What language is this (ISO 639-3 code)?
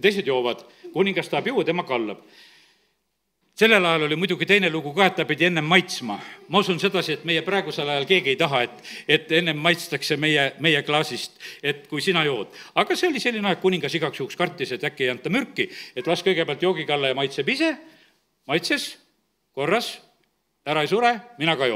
est